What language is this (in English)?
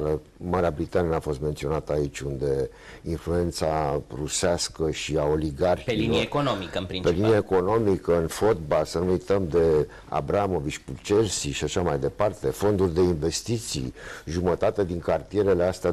Romanian